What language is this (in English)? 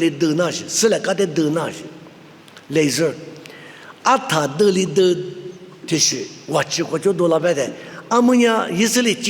Lisu